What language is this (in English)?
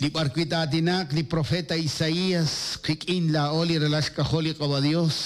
Kekchí